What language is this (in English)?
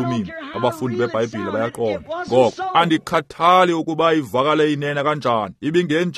Xhosa